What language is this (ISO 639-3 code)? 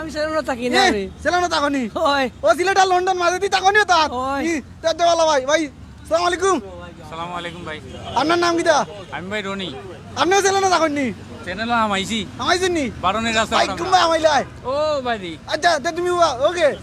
syl